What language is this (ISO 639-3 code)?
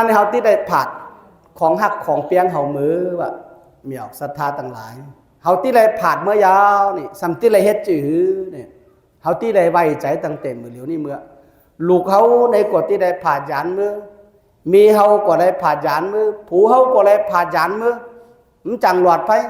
shn